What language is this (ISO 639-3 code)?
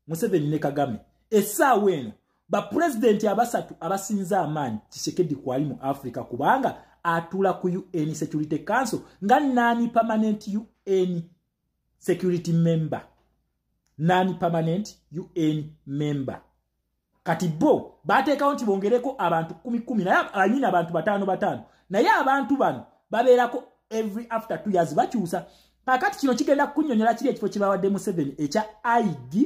lug